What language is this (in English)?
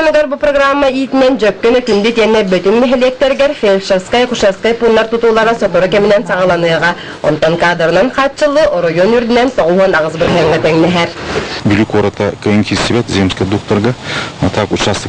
Yakut